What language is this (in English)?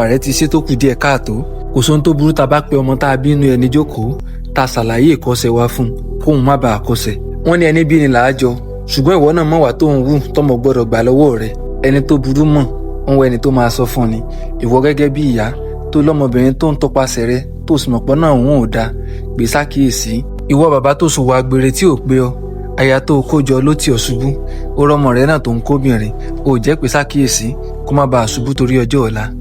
Yoruba